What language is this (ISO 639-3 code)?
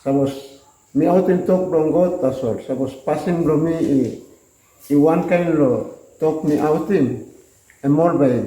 tpi